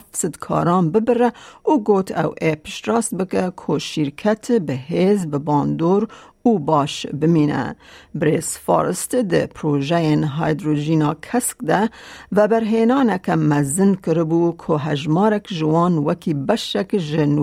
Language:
Kurdish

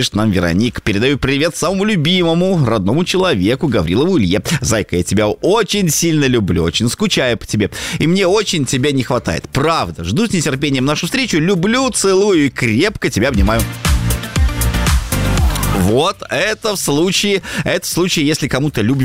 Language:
Russian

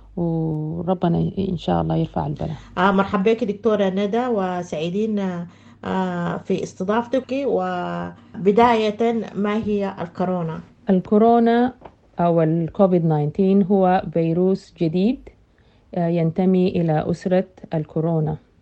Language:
Sudanese Arabic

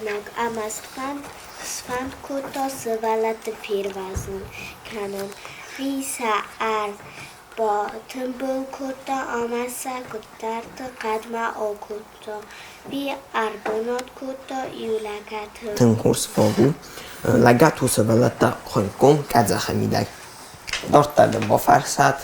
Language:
Ossetic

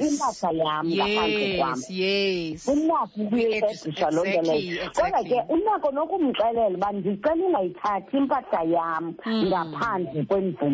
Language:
Xhosa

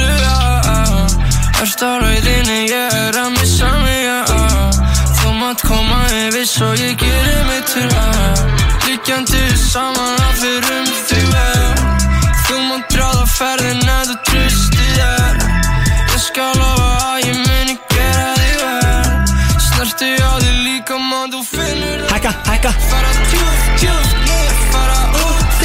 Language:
Icelandic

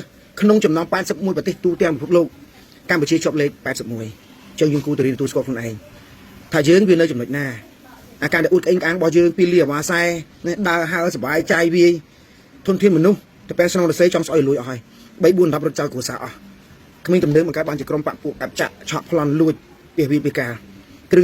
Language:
Khmer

